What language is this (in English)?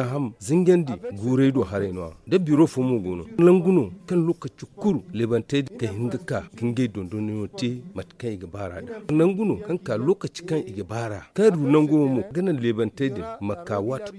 Zarma